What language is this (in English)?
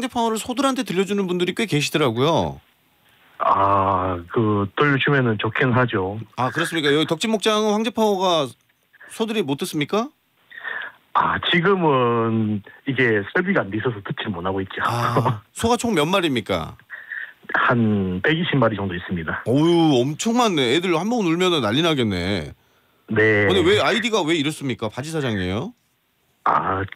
Korean